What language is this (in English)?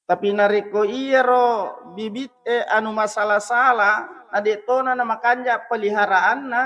Buginese